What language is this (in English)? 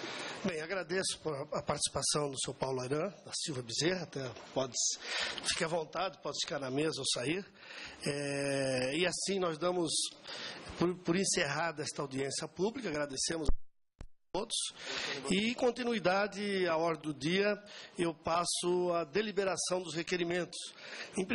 Portuguese